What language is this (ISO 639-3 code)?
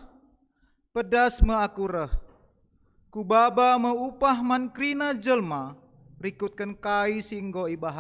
btx